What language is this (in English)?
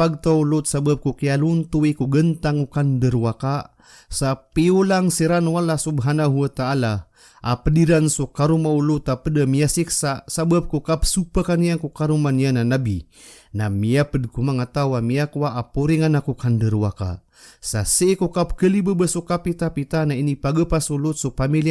Maranao